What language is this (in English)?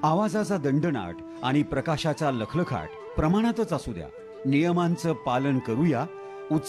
Marathi